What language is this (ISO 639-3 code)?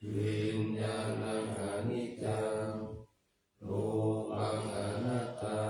pli